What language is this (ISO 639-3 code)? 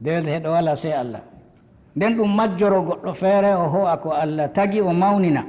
ful